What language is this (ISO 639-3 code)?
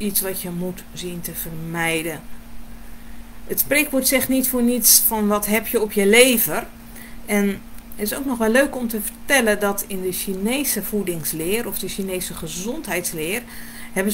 nld